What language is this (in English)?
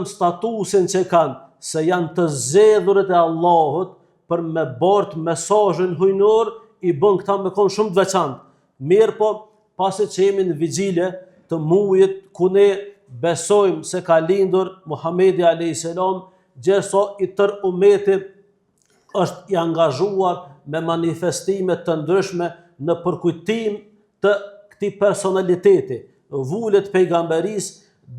Albanian